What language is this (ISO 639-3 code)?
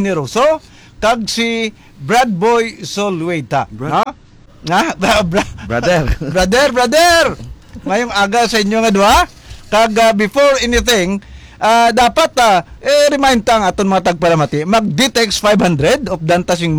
hil